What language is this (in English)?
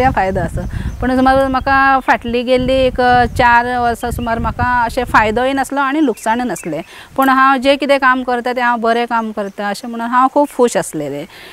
Konkani